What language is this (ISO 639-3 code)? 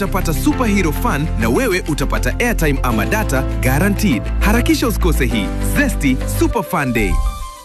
swa